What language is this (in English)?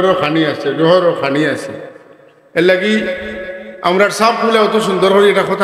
Sylheti